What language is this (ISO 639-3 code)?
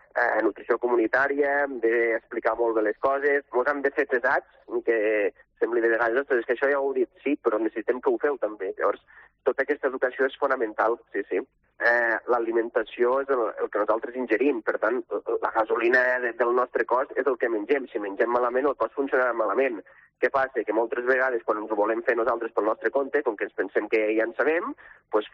cat